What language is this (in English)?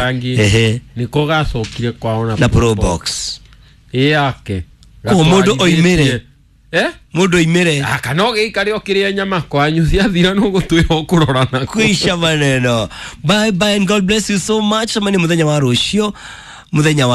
Kikuyu